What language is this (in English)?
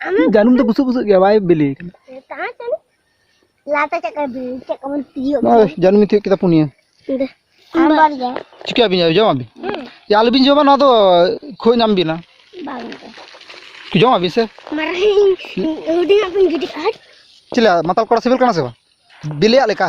Santali